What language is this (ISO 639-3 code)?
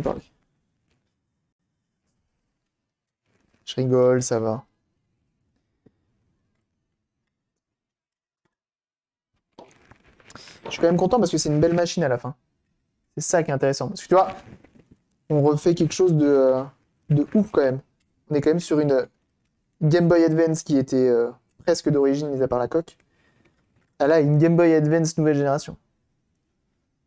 fra